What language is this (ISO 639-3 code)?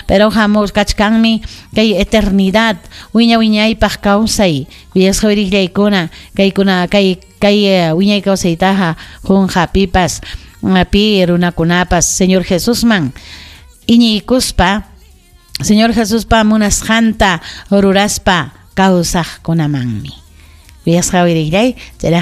quy